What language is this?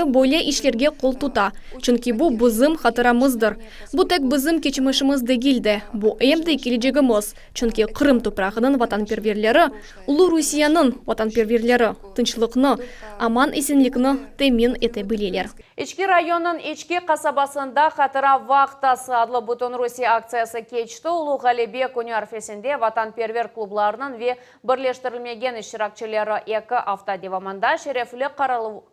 Crimean Tatar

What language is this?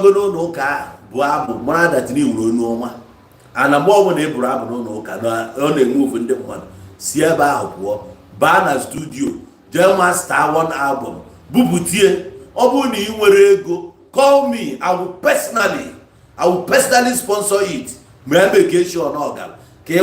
Igbo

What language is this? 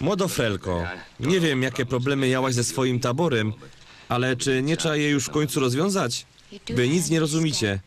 Silesian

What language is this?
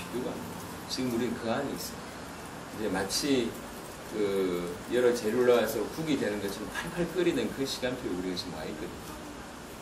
Korean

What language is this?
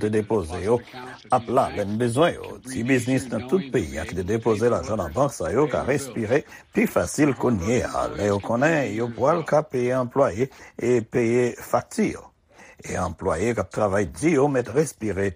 Haitian Creole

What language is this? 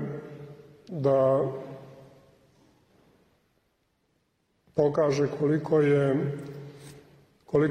Serbian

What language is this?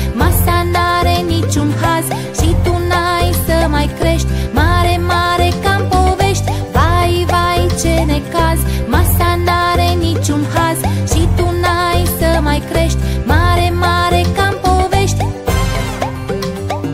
Romanian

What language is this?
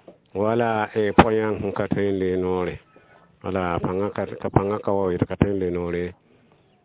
Mossi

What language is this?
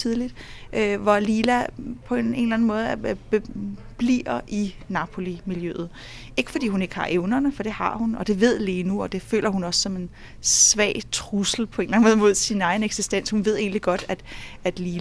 Danish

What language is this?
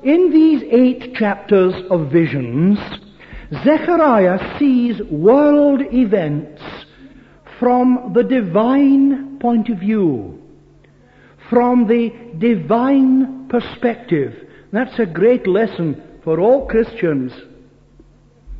English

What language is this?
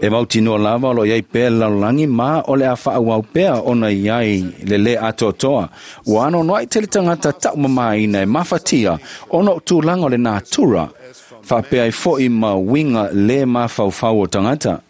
Samoan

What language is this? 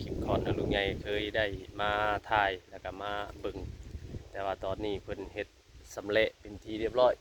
Northeastern Thai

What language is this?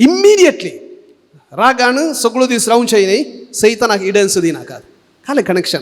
Konkani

